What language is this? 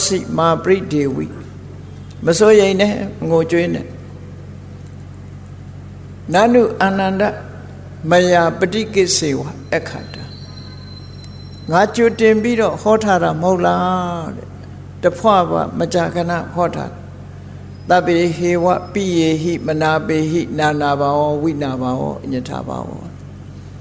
Burmese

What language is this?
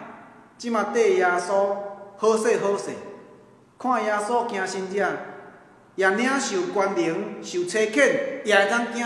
Min Nan Chinese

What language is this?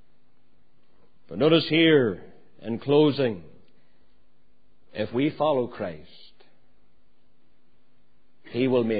English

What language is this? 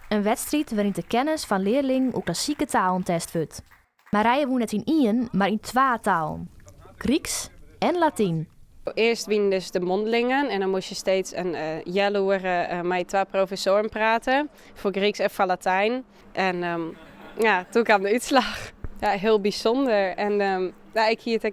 Western Frisian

